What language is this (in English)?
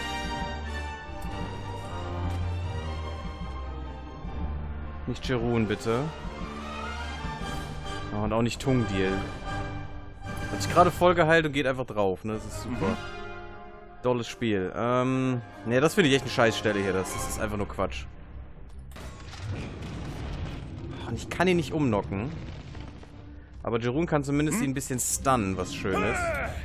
German